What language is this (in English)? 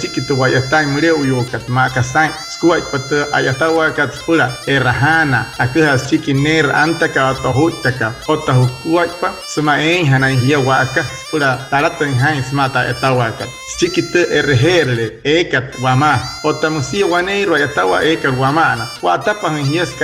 Wayuu